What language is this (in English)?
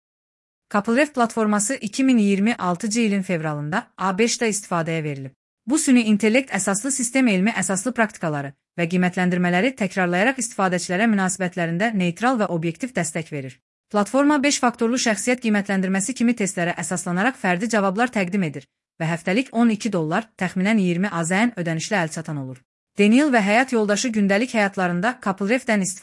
Azerbaijani